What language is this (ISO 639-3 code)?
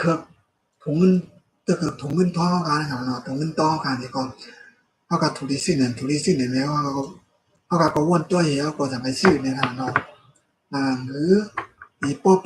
shn